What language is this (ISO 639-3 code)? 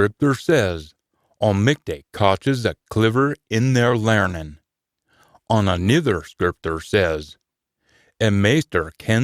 sco